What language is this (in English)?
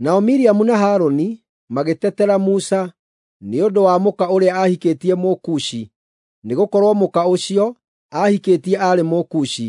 Kikuyu